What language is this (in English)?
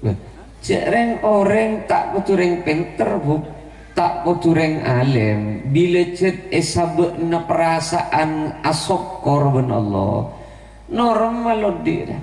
Madurese